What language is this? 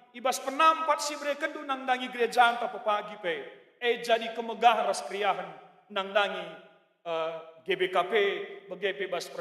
Batak Karo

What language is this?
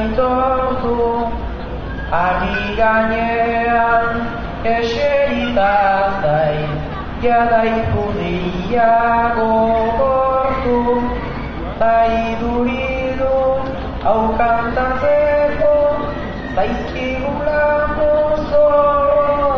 Basque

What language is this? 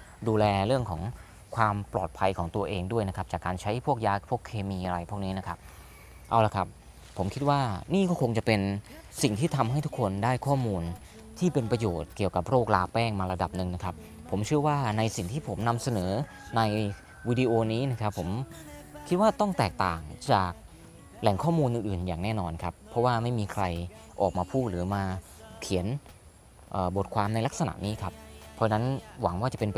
Thai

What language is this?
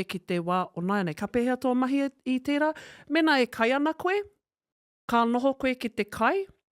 Māori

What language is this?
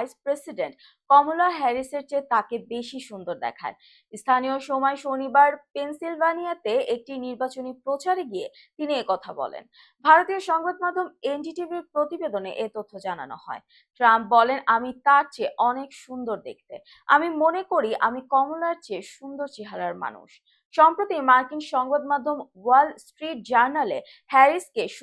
Bangla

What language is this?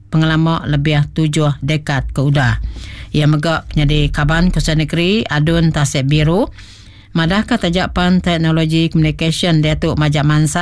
Iban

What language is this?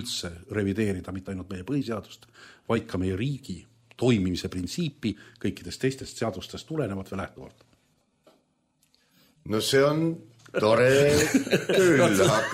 Estonian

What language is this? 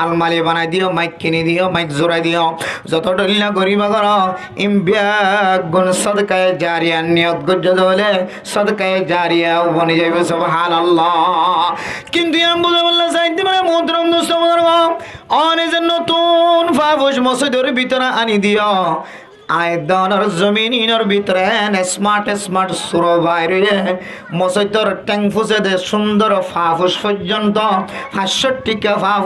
Rohingya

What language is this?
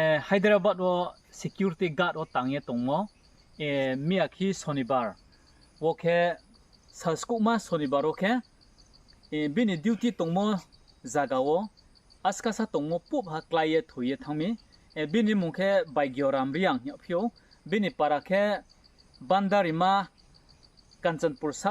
Riang (India)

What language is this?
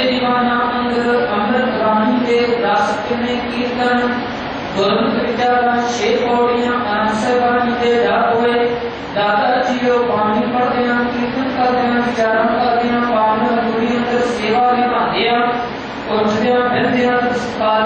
Punjabi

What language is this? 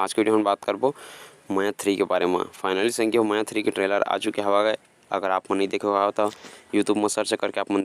Chhattisgarhi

